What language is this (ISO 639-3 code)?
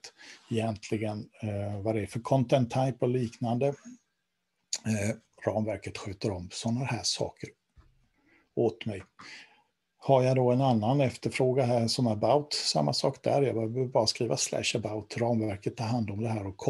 swe